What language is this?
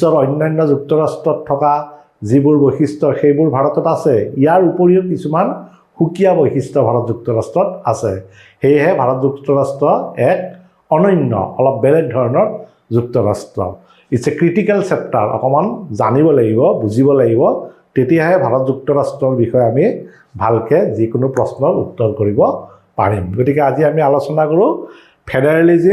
Assamese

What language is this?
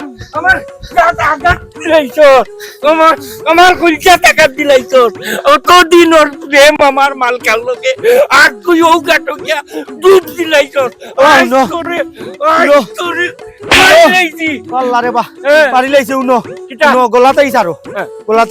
Sylheti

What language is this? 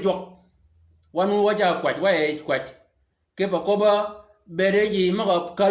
Shilluk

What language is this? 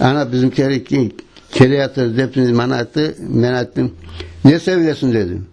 Crimean Tatar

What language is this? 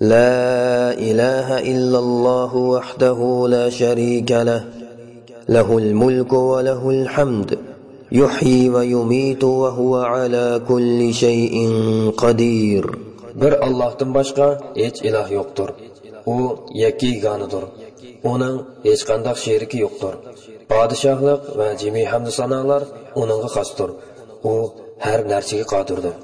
Uyghur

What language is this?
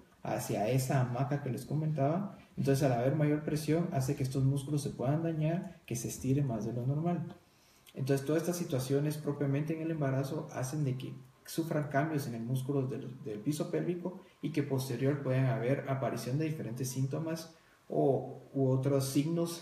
Spanish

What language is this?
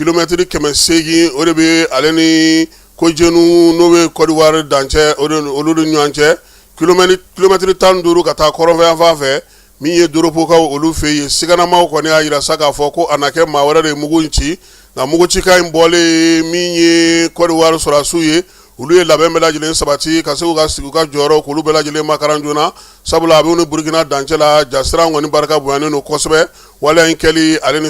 Bambara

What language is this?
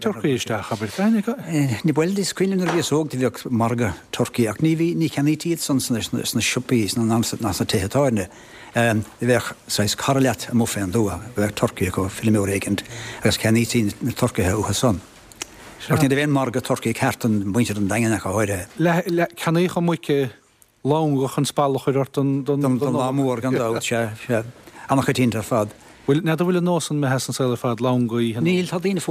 Irish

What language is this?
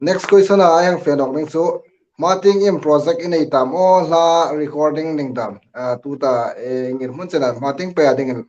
Hmar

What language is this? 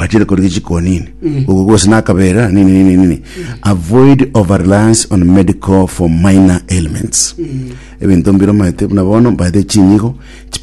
Gusii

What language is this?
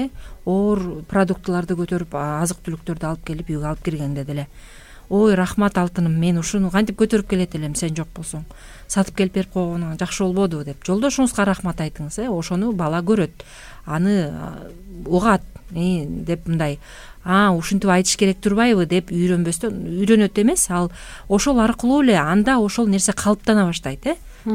Kyrgyz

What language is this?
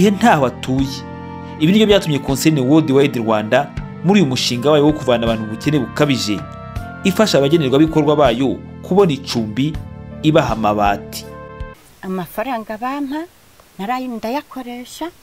Kinyarwanda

